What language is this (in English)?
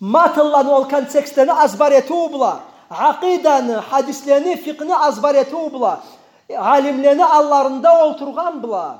Karachay-Balkar